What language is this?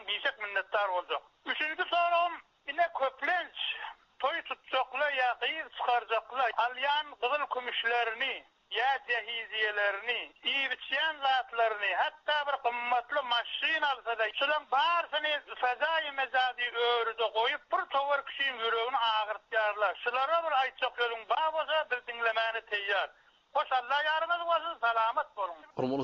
Turkmen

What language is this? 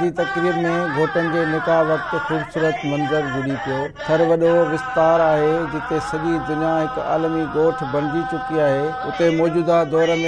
Sindhi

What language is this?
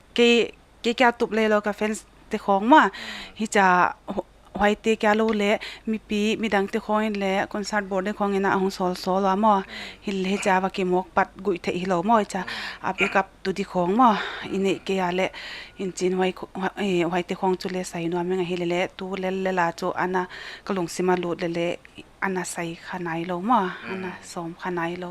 Paite Chin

